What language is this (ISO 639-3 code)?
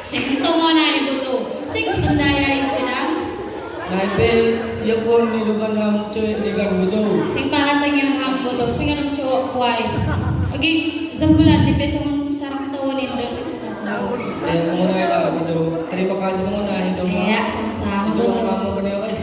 bts